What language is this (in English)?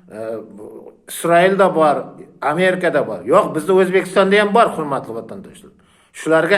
Uzbek